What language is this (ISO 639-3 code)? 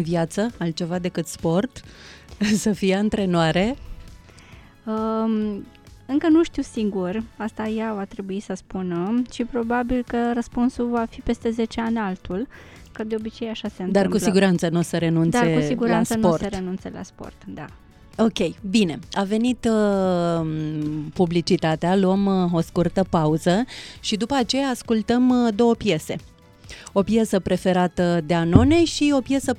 ron